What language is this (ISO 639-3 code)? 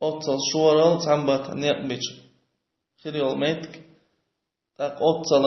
che